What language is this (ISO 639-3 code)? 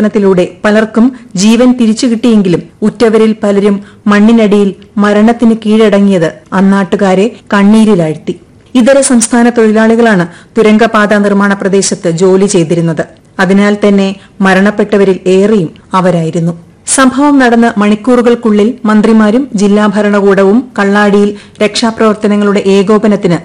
mal